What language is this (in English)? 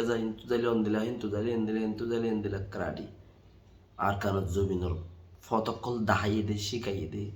Rohingya